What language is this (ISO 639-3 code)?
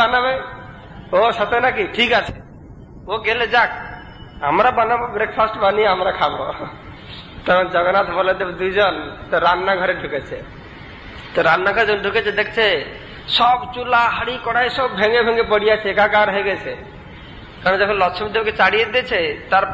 ben